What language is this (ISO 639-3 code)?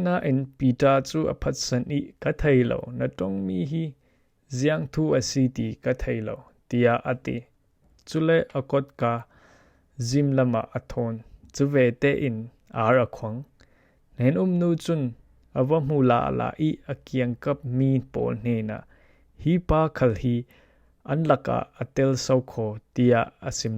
cfm